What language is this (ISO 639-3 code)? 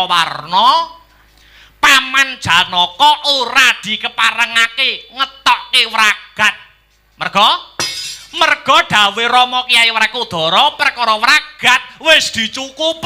jav